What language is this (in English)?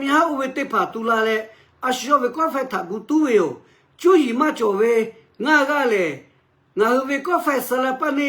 Lahu